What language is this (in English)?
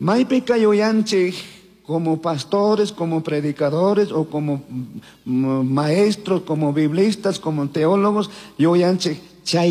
Chimborazo Highland Quichua